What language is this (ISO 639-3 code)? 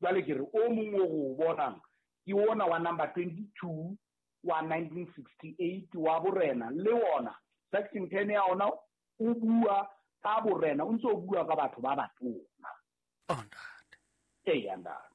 sot